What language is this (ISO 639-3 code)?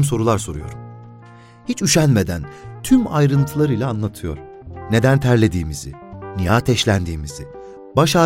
tur